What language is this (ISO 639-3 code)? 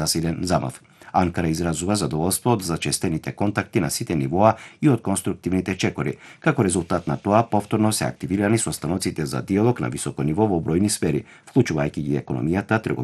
mkd